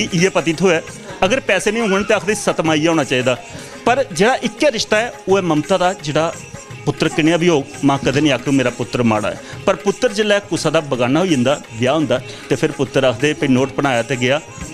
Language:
Dogri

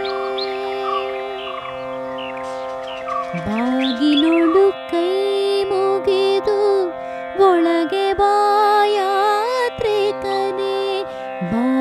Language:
Kannada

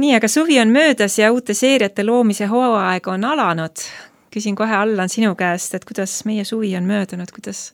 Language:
Estonian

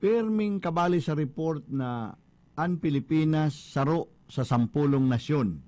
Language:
Bikol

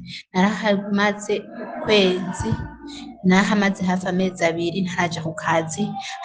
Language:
Rundi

